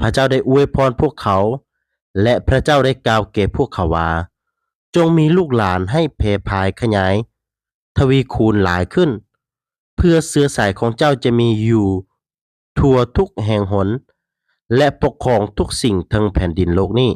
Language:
Lao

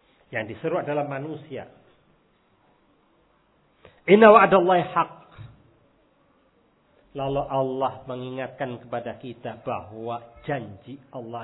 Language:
Indonesian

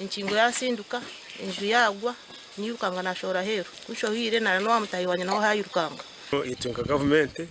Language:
Nyankole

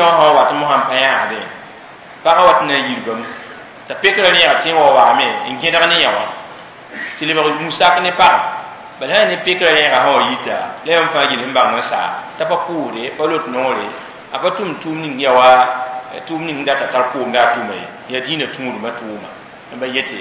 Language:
Mossi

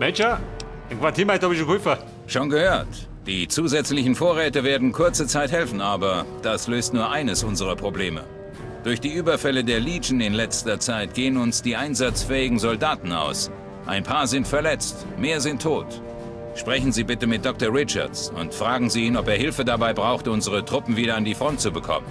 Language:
Bavarian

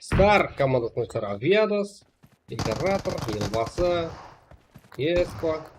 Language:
Kara-Kalpak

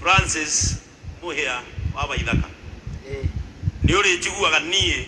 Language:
Kikuyu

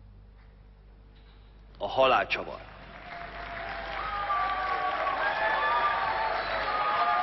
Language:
Hungarian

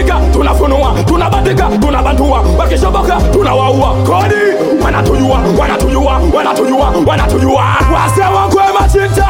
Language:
Swahili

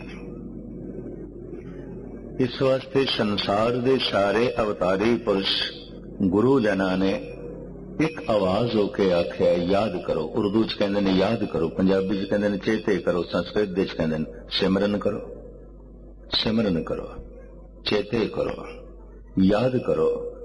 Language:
Punjabi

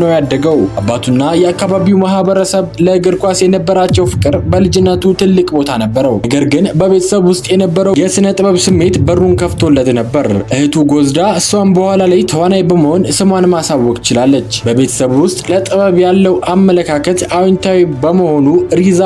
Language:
Amharic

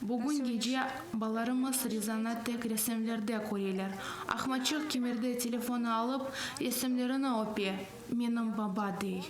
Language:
Crimean Tatar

